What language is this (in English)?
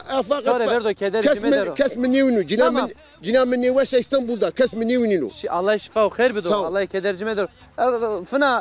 Zaza